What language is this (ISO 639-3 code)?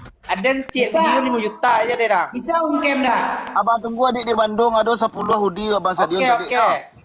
min